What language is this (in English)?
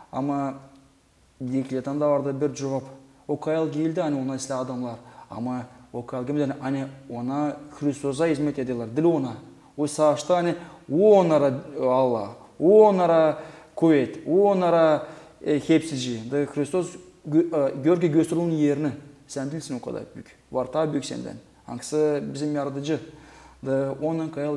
Gagauz